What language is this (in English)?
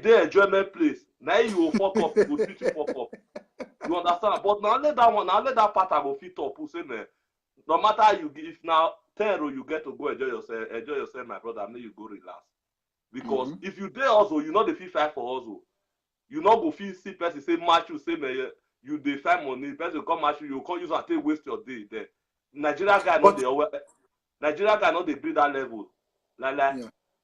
Nigerian Pidgin